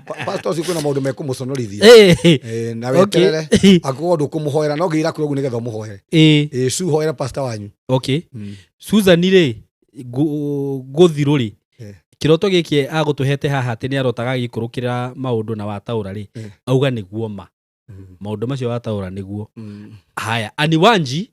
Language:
Kikuyu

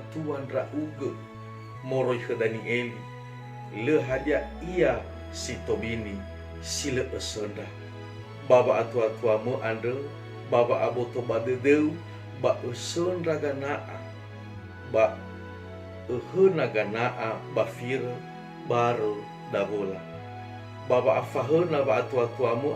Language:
Nias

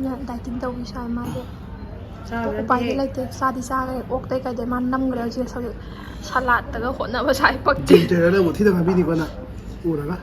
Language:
Manipuri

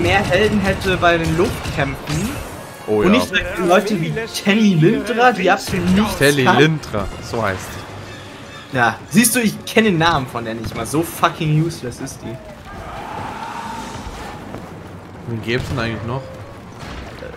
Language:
German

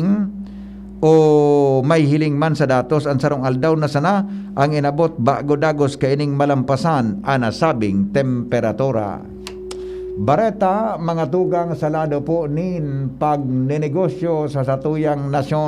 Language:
Bikol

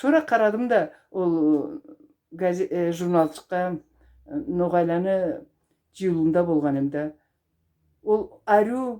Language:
Karachay-Balkar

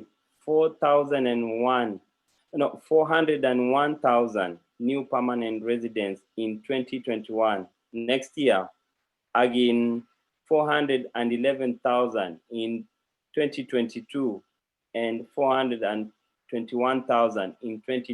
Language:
Kalenjin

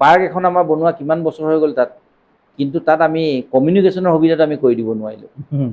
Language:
Assamese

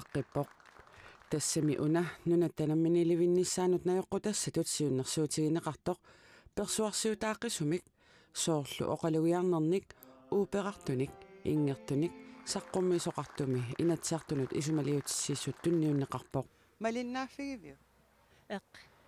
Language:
Kalaallisut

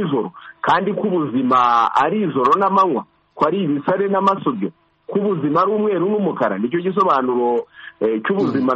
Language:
Kinyarwanda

